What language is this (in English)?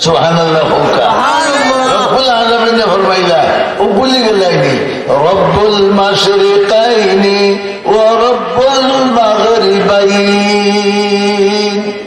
Sylheti